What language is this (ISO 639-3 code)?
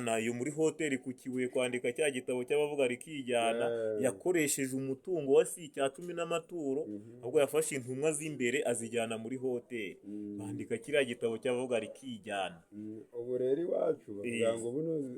kin